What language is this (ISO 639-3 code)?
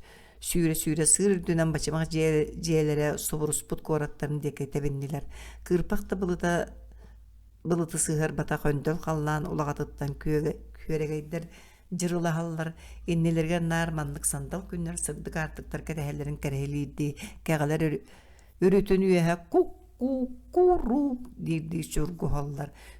sah